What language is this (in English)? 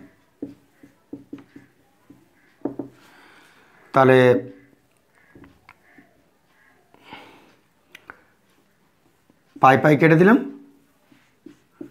Bangla